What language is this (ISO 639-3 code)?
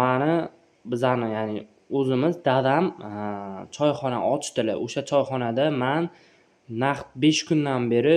uzb